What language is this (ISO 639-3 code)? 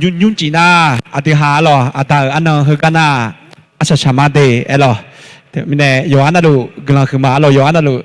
ahk